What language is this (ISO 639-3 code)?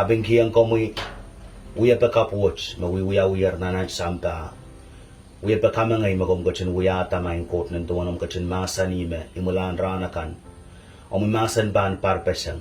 pon